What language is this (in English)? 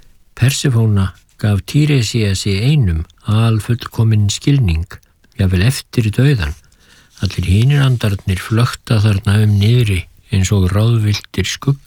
Icelandic